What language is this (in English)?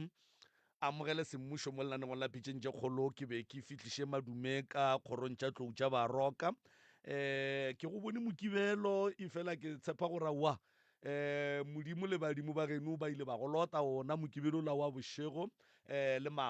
Northern Sotho